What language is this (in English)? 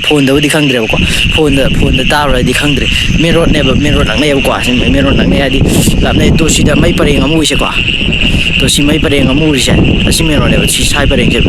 Manipuri